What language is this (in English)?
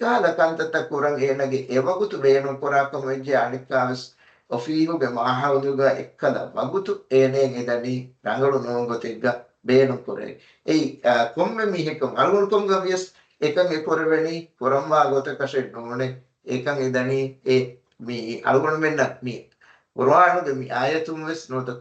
Divehi